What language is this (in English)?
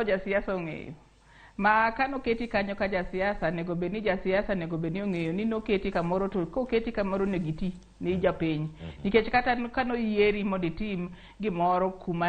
Luo (Kenya and Tanzania)